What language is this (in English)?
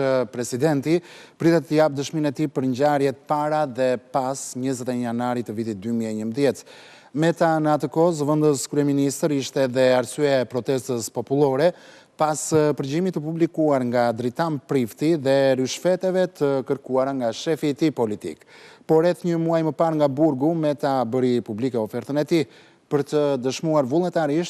Albanian